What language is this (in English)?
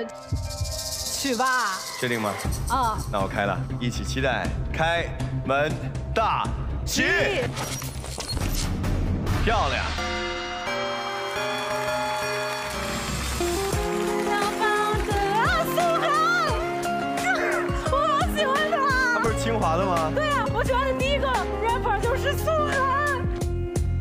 Chinese